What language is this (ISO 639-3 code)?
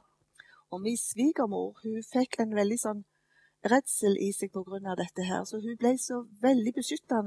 nor